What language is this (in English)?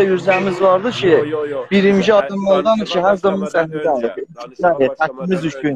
South Azerbaijani